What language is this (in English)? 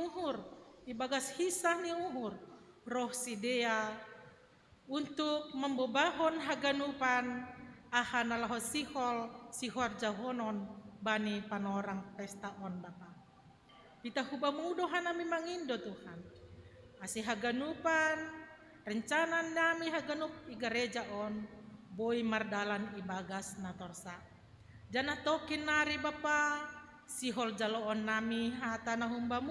Batak Simalungun